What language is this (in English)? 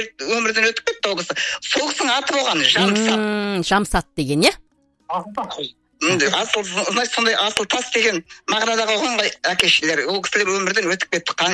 Kazakh